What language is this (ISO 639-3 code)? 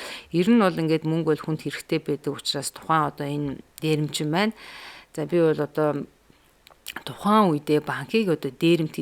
mon